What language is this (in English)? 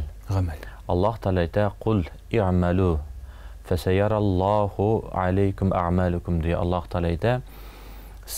Tatar